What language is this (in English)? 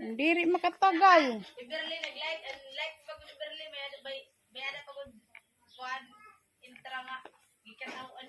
Waray